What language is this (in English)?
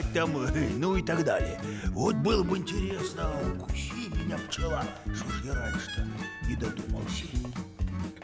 Russian